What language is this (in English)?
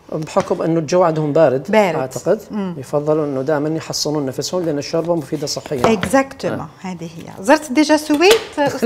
Algerian Arabic